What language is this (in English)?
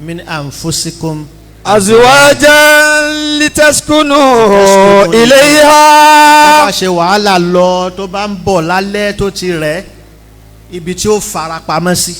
Yoruba